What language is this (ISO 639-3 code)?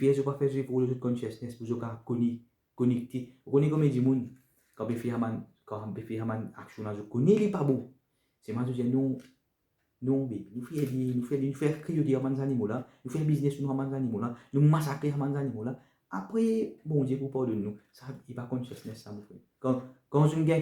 mfe